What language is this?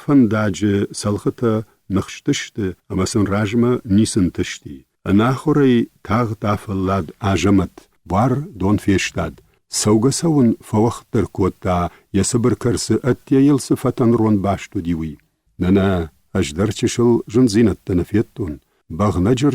Ossetic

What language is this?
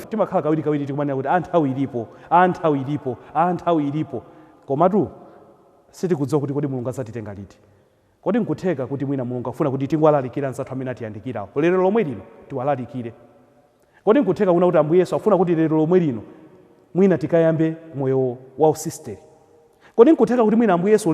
Nyanja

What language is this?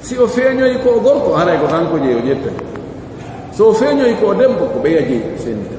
Pular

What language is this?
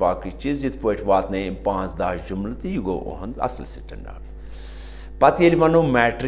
Kashmiri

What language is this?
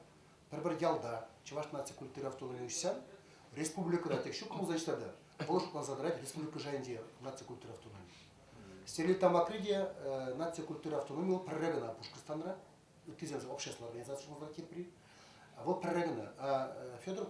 Chuvash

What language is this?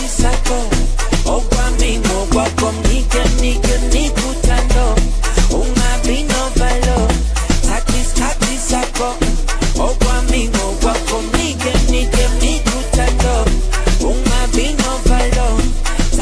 Swahili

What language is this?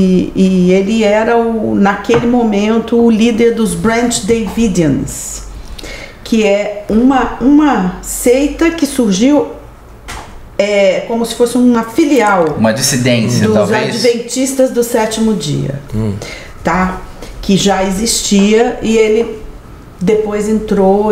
Portuguese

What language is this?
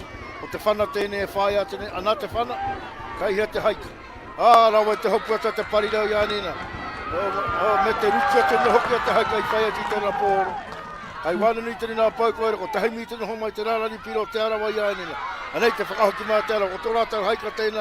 Māori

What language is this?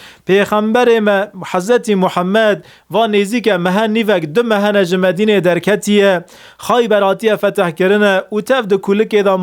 Kurdish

